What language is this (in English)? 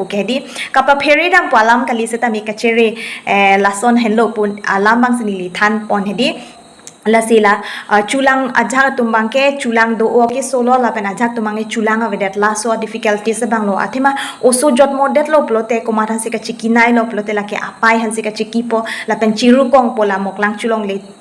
Karbi